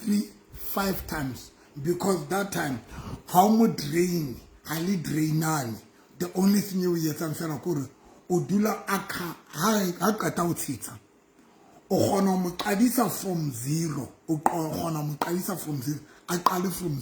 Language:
Southern Sotho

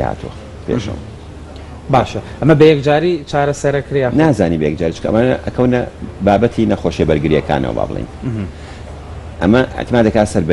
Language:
Central Kurdish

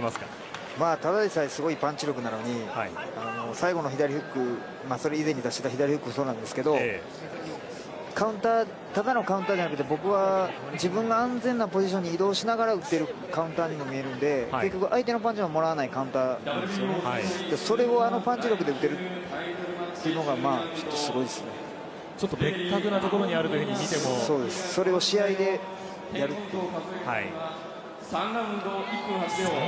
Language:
Japanese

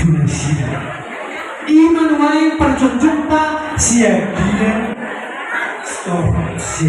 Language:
Batak Toba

